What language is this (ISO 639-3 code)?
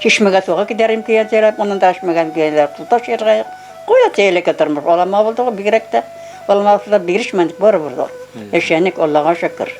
bak